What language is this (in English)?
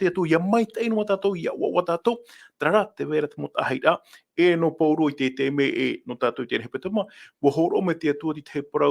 Tahitian